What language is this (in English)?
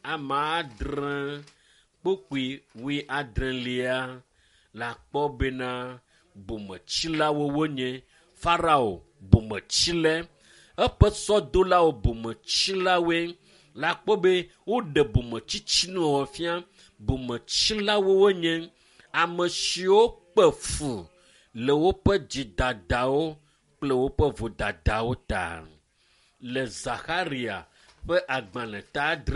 Ewe